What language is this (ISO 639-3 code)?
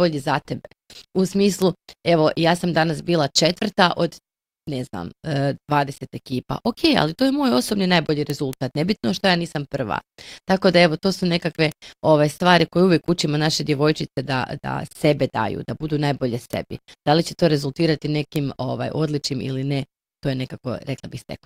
hrv